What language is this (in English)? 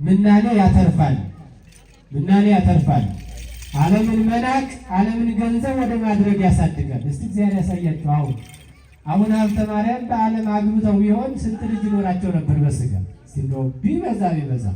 Amharic